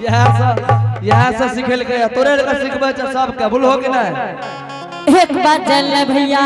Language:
Angika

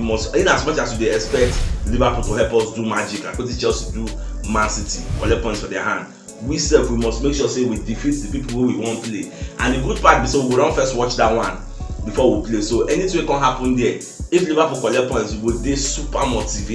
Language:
Nigerian Pidgin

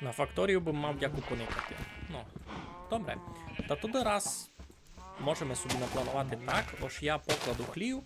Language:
Rusyn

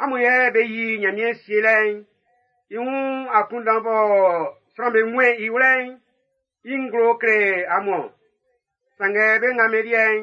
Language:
Baoulé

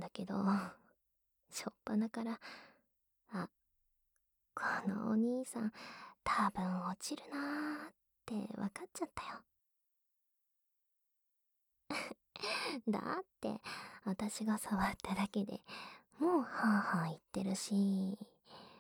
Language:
Japanese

